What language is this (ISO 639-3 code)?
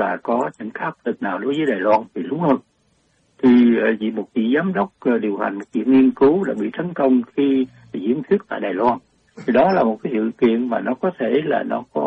vie